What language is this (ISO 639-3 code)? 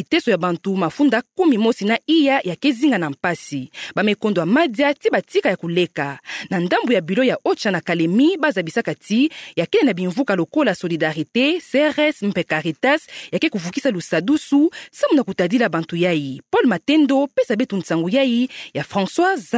ktu